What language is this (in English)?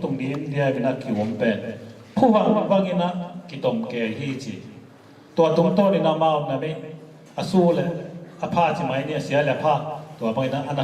Tedim Chin